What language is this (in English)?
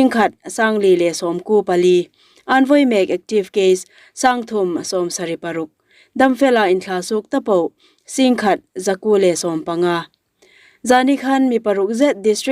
Hmar